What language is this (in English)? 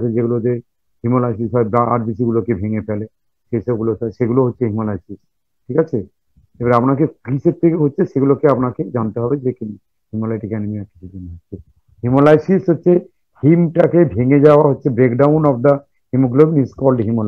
Bangla